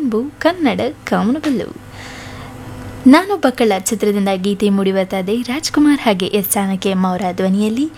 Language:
Kannada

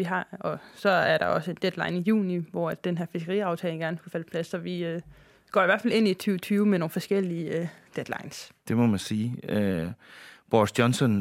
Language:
Danish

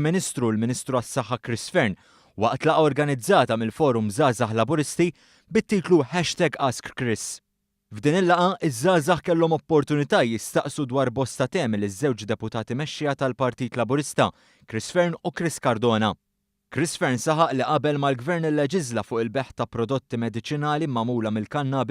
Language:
Maltese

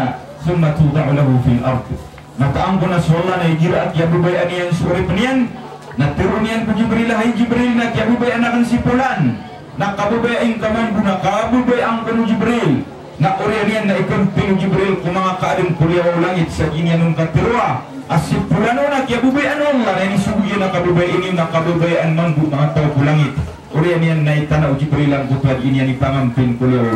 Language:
Maranao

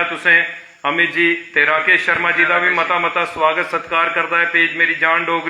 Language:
Dogri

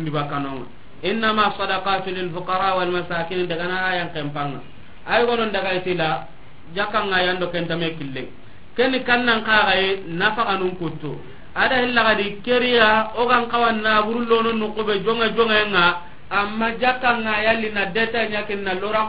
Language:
Soninke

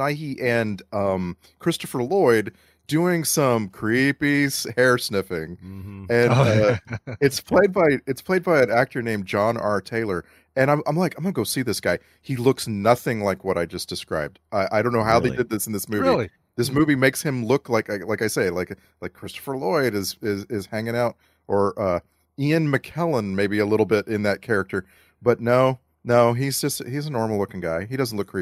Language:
English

